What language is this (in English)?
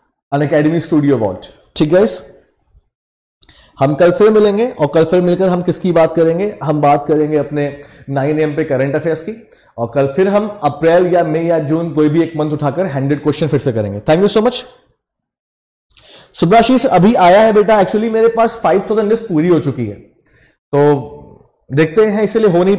Hindi